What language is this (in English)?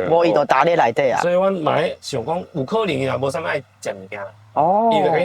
Min Nan Chinese